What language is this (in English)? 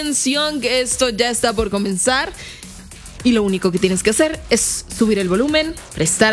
Spanish